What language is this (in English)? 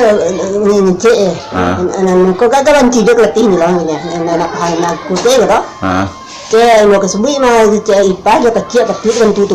Minangkabau